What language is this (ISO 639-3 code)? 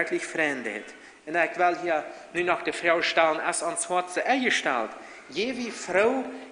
pdt